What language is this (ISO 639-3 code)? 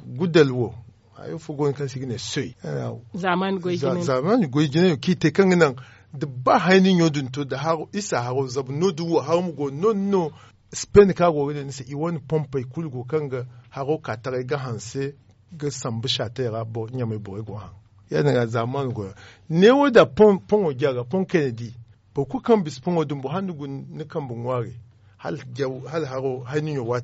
dje